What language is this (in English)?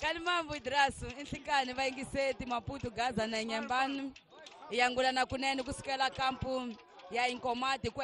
Tsonga